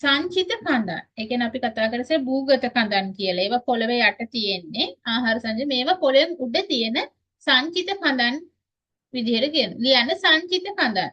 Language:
Sinhala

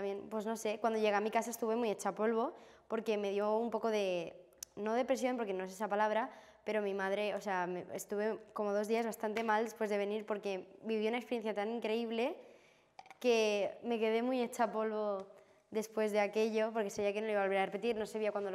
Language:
Spanish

